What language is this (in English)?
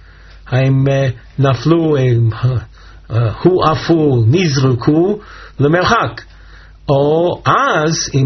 Hebrew